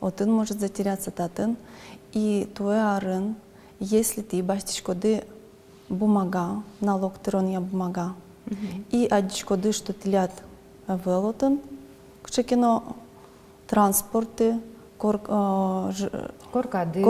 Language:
Udmurt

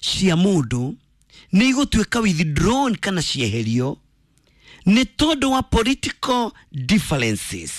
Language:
Kikuyu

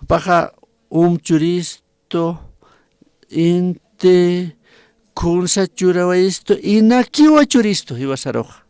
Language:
Aymara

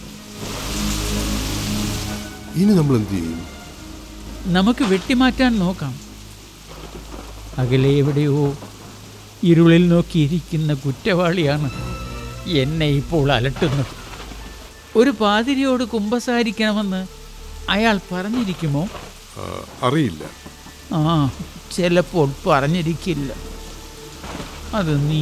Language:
Malayalam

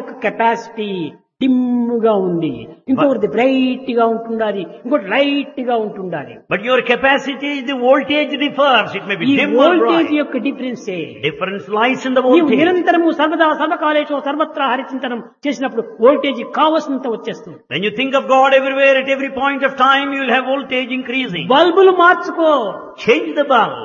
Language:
Telugu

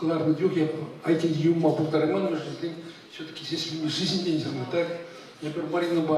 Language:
Chuvash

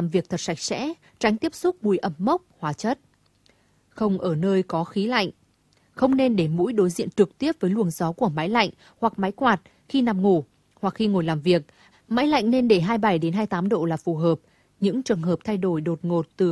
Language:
Vietnamese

